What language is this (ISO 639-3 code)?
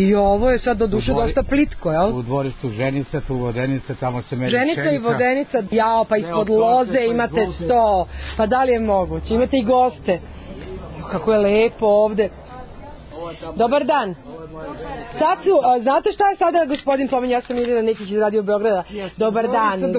srp